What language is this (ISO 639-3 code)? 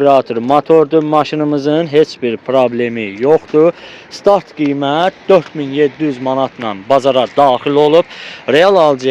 aze